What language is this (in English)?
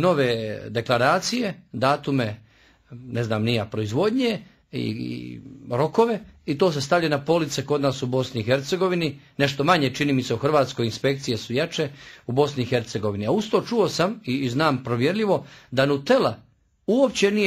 Croatian